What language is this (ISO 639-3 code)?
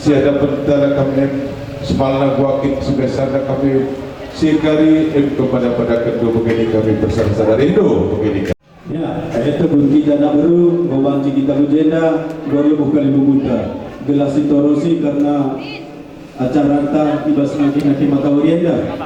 btx